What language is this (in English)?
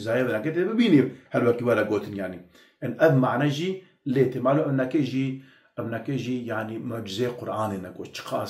Kurdish